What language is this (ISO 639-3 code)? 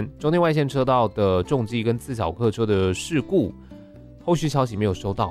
zho